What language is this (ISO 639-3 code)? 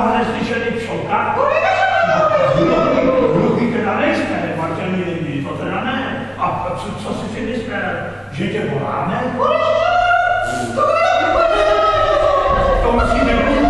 ces